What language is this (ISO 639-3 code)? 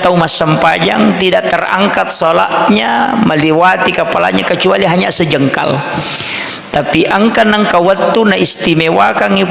bug